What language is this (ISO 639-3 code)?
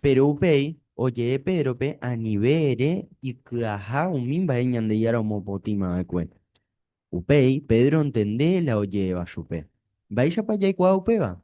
grn